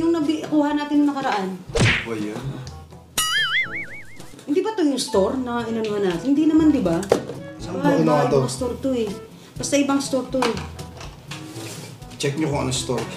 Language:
Filipino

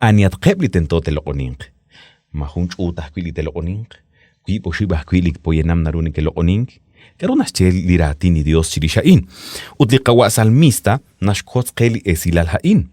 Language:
Kekchí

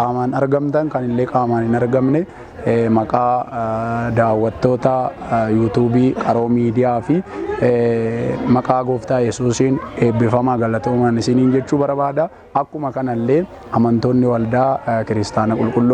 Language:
Oromo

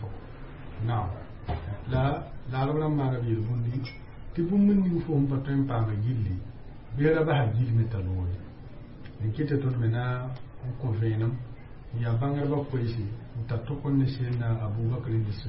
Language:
Mossi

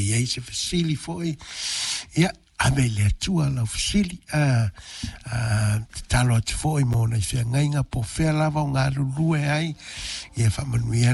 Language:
Samoan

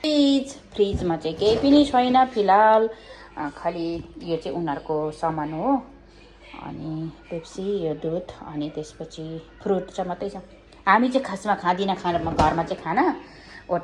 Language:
Nepali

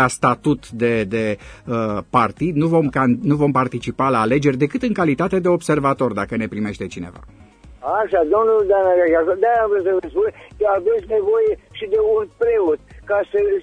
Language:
Romanian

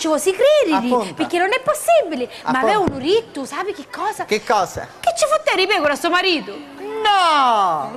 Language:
Sicilian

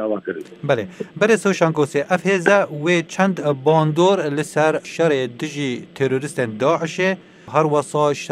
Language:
Kurdish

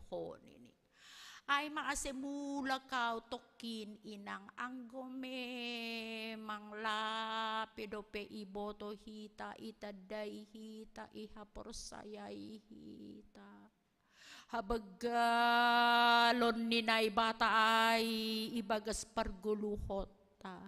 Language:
Batak Simalungun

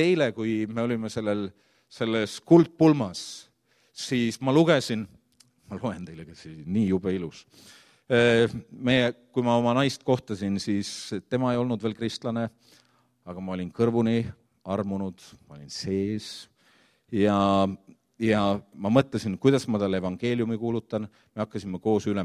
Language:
Estonian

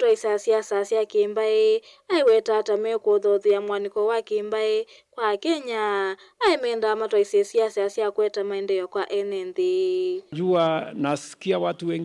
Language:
Kamba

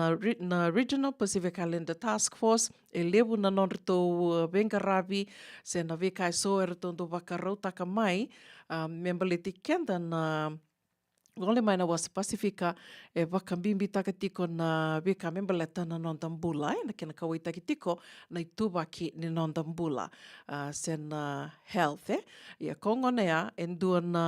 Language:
Fijian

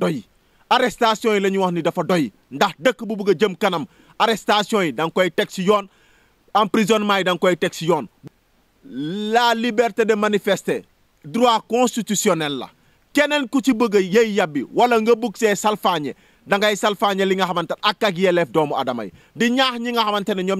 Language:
Wolof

